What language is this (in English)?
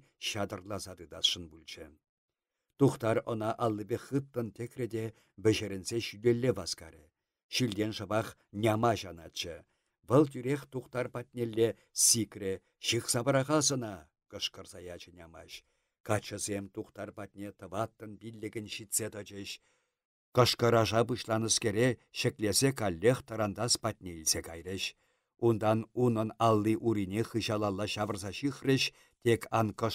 Chuvash